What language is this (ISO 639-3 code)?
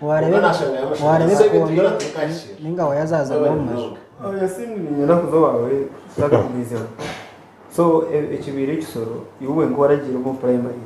nyn